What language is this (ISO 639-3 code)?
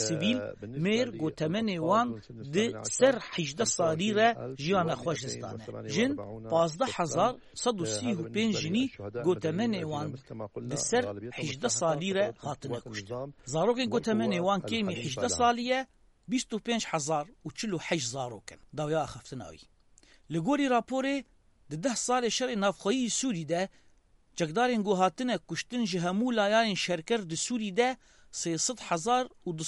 kur